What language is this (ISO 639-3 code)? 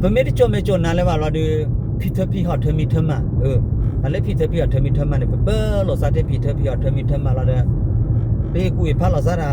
ksw